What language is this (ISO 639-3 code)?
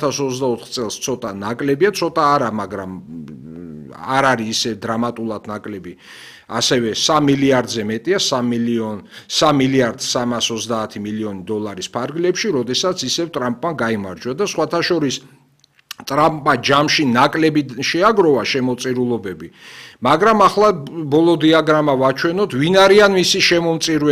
kat